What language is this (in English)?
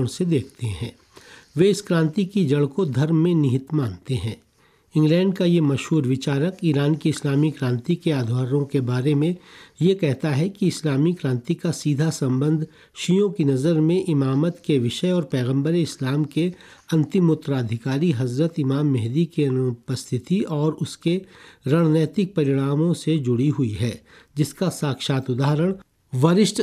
Hindi